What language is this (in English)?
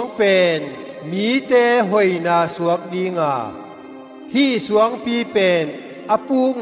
Tedim Chin